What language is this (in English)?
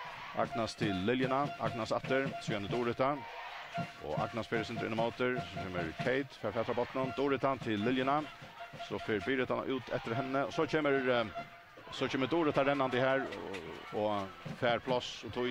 Faroese